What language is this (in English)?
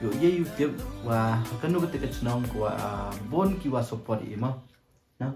Pnar